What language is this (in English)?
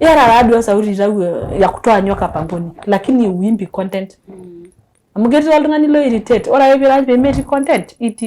Masai